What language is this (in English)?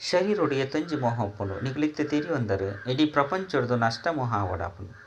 Tulu